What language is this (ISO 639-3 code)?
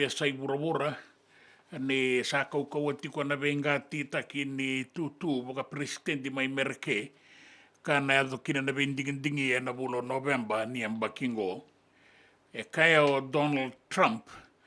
fij